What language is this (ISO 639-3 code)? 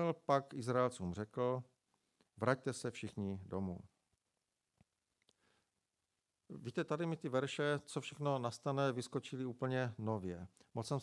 ces